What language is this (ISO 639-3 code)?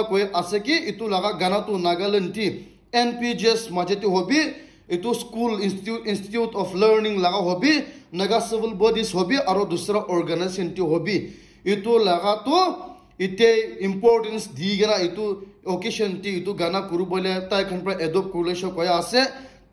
nag